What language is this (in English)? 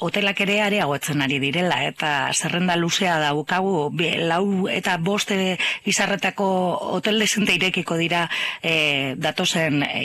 Basque